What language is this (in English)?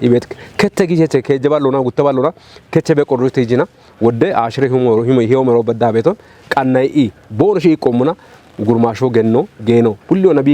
Kafa